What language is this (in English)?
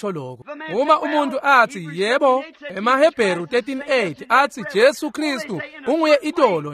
Swati